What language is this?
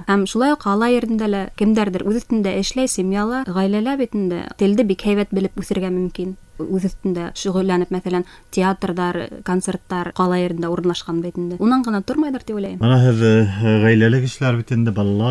Bashkir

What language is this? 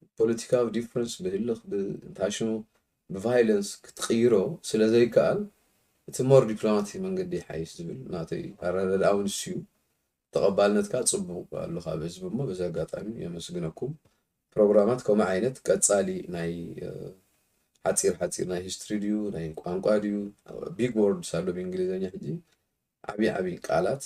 Tigrinya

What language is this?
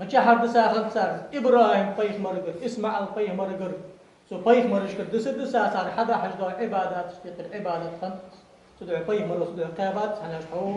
Ingush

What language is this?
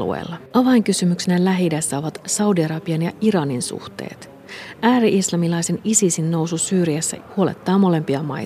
Finnish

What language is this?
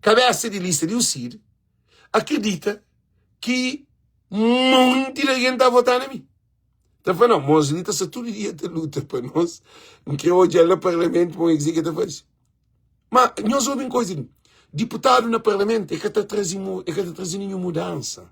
Kabuverdianu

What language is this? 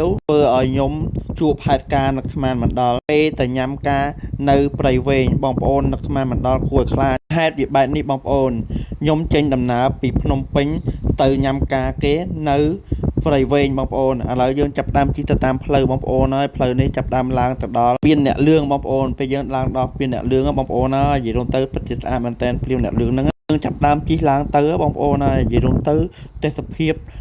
Khmer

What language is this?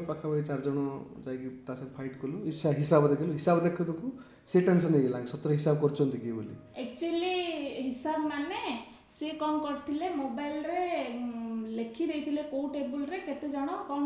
Odia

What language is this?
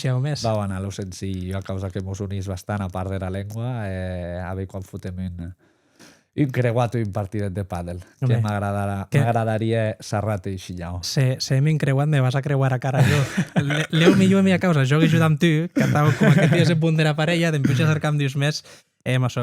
Occitan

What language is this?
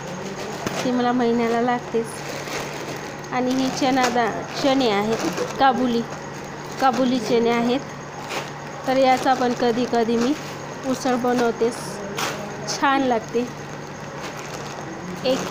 Marathi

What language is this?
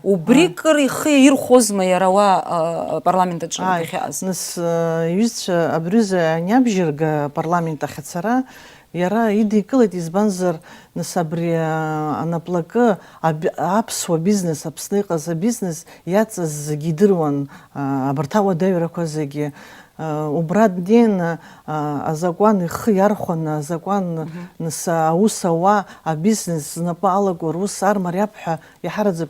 Abkhazian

